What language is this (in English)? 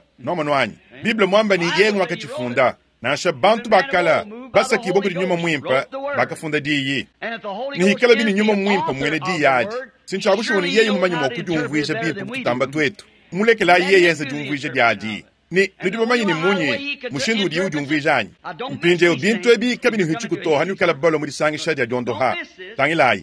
Luba-Lulua